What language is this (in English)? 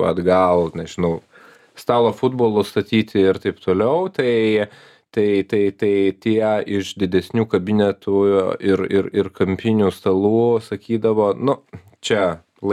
Lithuanian